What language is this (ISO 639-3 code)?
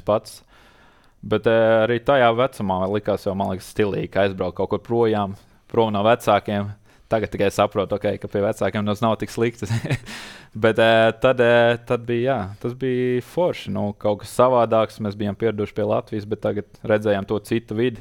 lav